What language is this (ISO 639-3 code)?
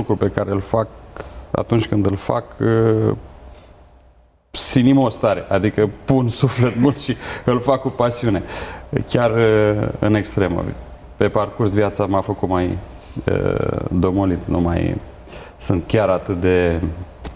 ron